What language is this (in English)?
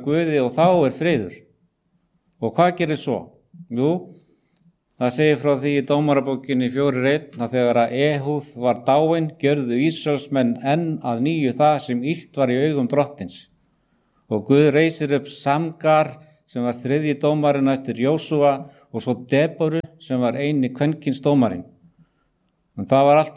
Icelandic